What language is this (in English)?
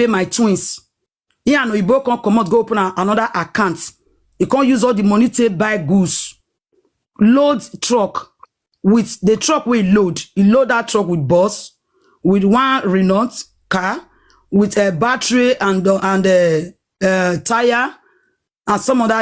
Nigerian Pidgin